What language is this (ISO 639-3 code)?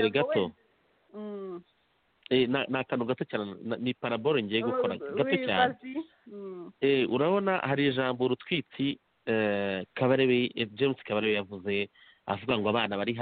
kin